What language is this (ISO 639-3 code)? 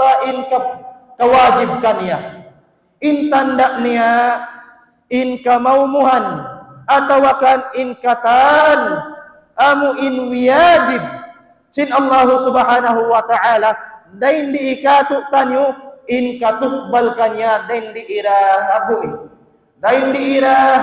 tsg